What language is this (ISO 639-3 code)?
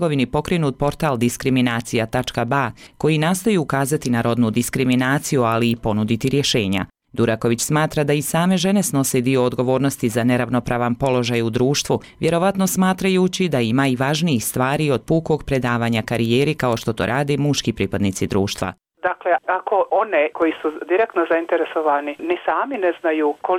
bos